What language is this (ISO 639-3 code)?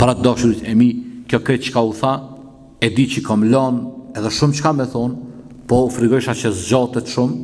sqi